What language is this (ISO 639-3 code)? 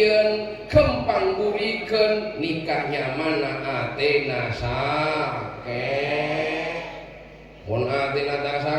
mad